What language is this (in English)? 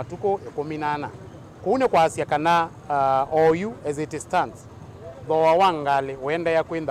Kamba